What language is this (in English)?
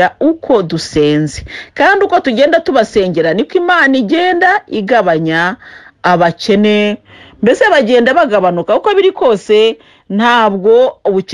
Kinyarwanda